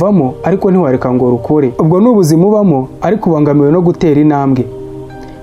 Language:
Kinyarwanda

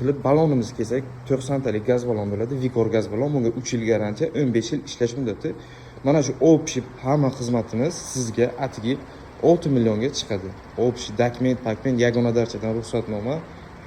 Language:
Uzbek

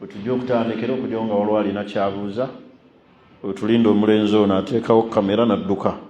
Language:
Ganda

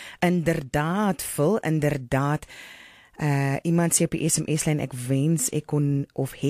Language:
Afrikaans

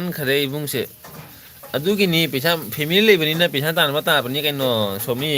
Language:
Manipuri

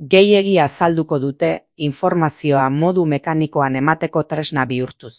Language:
Basque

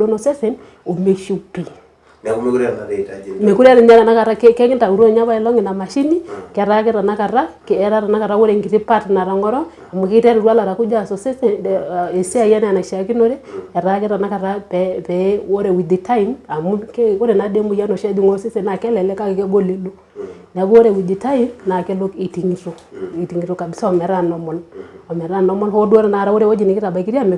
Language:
Masai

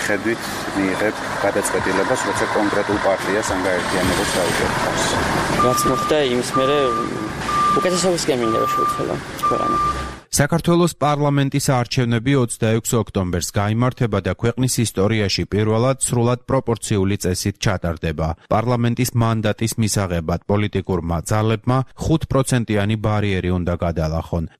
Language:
Georgian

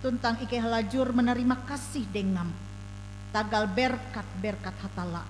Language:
Ngaju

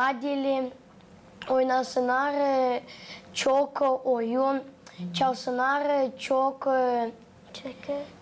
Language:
Gagauz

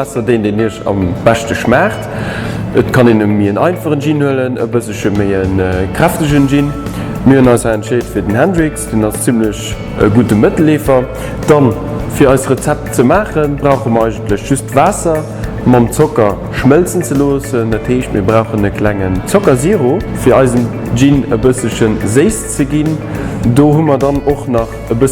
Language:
Luxembourgish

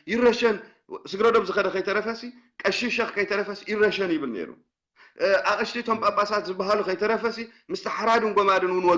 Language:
Tigrinya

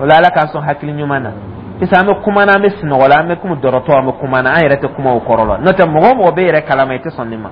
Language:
Dyula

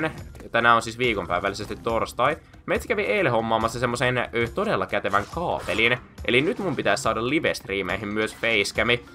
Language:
Finnish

